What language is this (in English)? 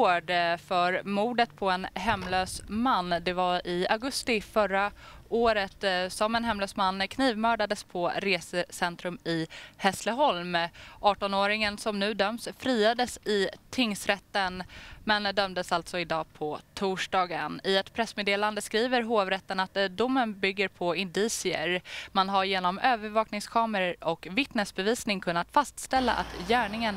Swedish